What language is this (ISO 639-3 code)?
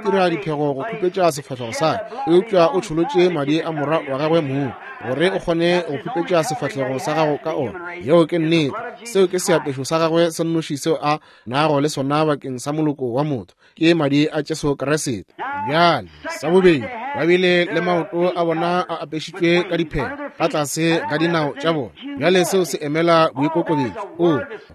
nso